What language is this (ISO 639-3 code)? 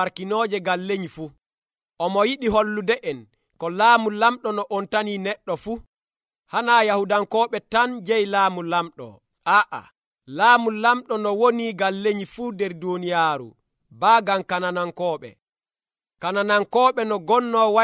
fuv